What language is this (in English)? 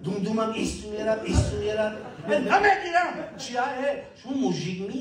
Tajik